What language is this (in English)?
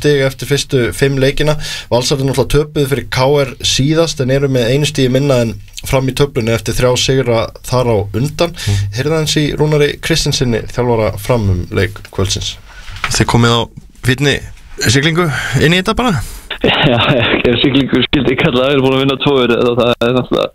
Icelandic